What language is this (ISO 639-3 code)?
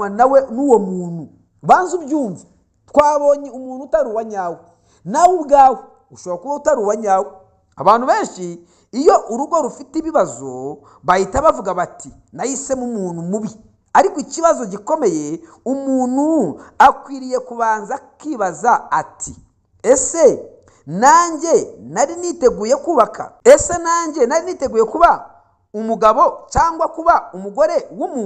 kin